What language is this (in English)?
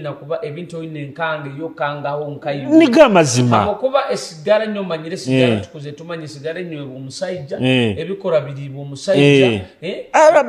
Nyoro